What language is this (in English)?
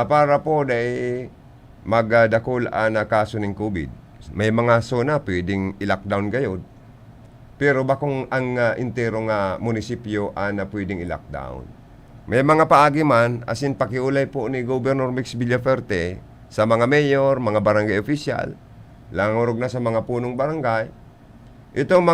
Bikol